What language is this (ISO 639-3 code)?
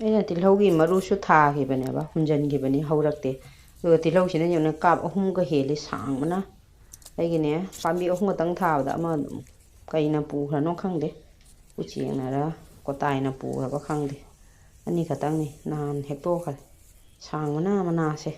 mni